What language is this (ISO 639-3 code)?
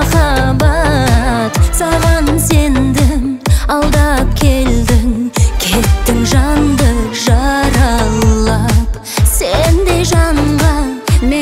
kaz